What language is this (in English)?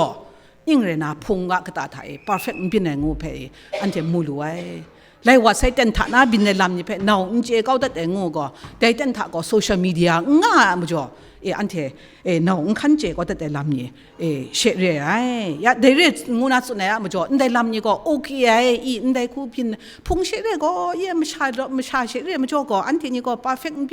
Kachin